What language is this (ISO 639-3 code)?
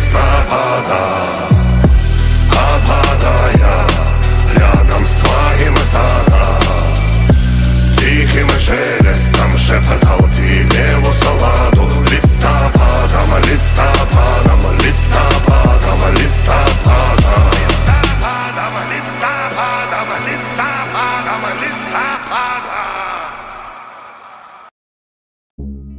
rus